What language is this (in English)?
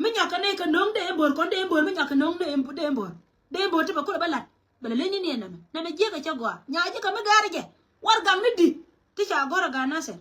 Nuer